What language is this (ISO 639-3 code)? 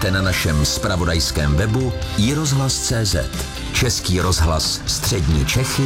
ces